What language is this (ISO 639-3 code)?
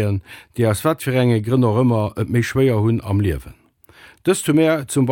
ltz